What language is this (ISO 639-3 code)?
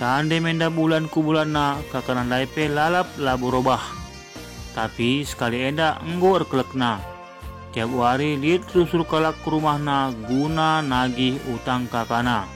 btx